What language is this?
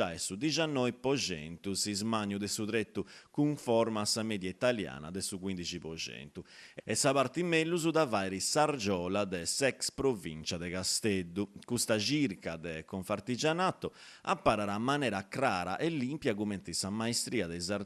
Sardinian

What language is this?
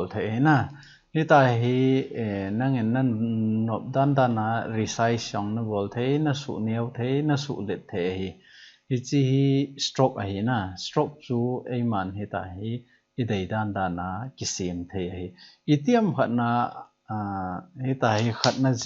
Thado Chin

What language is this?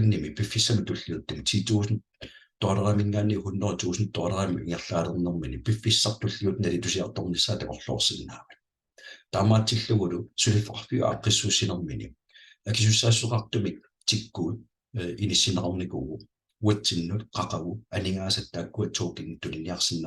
Kalaallisut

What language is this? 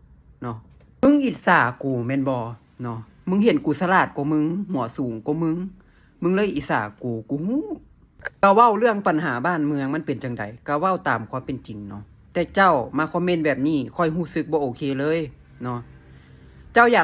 Lao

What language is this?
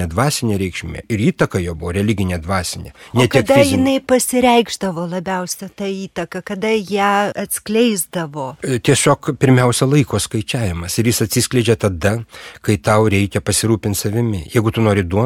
Lithuanian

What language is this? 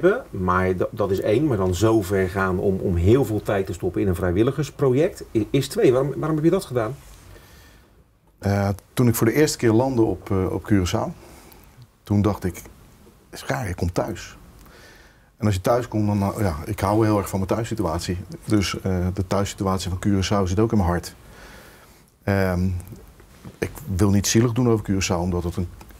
Dutch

